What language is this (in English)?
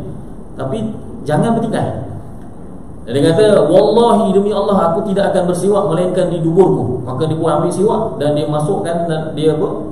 Malay